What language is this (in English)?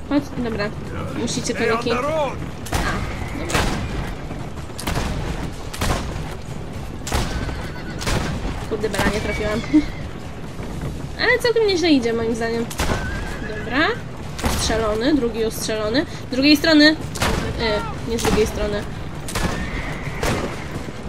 Polish